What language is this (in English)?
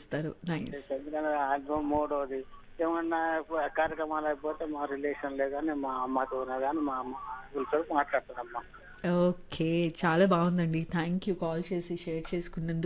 Telugu